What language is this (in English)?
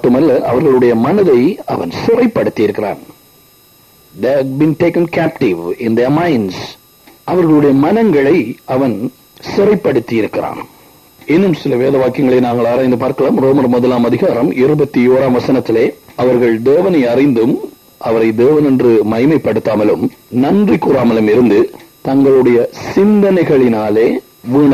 Tamil